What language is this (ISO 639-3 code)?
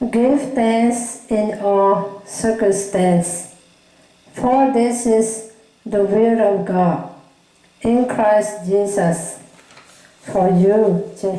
lhu